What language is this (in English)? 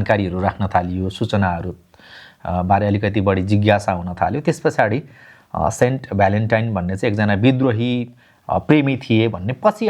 Nepali